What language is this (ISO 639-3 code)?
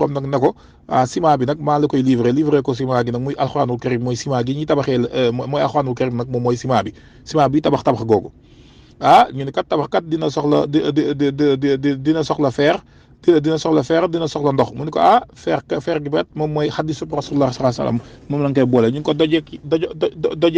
wol